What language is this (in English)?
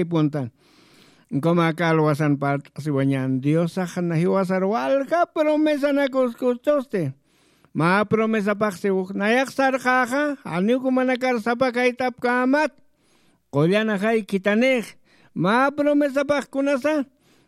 Aymara